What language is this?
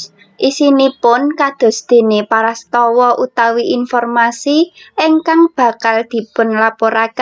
Javanese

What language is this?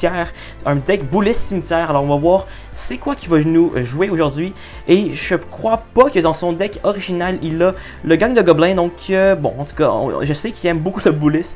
French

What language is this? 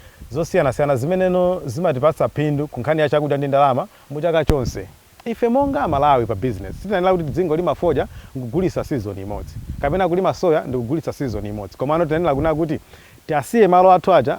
Nyanja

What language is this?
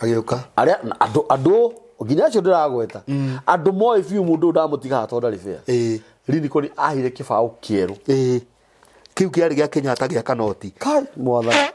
Kikuyu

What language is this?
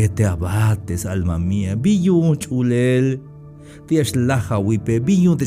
Tzeltal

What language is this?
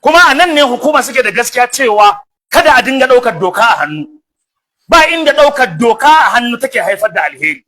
Hausa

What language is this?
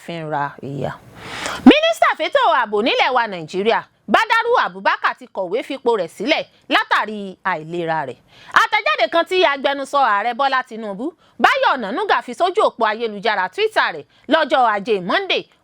Yoruba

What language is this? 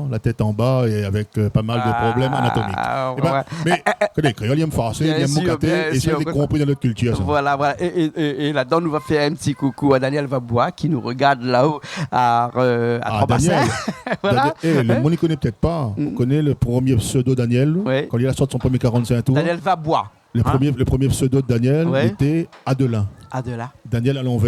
Réunion Creole French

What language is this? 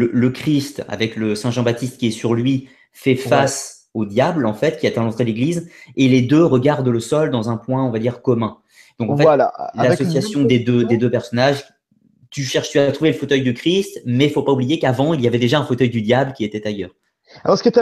French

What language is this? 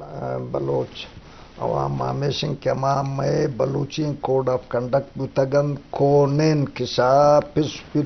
Eastern Balochi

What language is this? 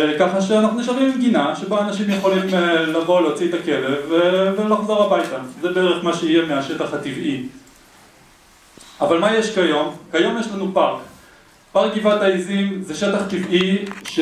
Hebrew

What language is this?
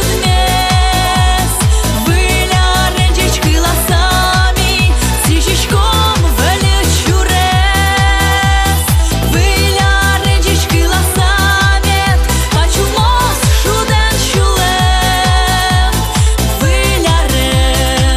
Udmurt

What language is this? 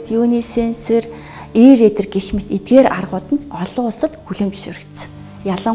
Mongolian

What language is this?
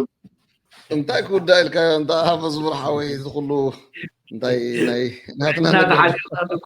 Tigrinya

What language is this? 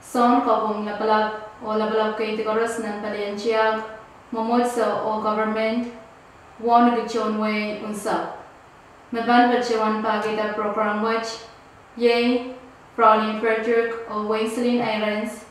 Pohnpeian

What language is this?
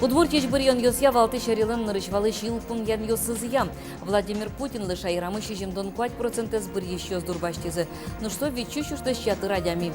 Udmurt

